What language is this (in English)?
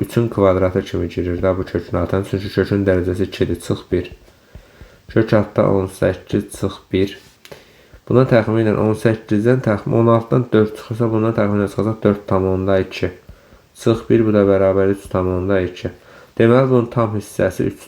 Azerbaijani